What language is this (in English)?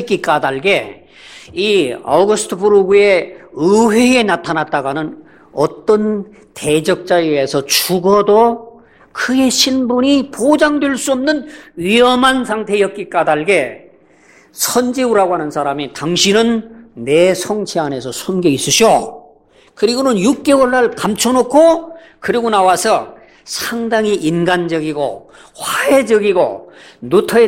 Korean